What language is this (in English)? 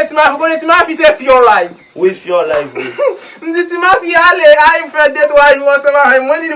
Haitian Creole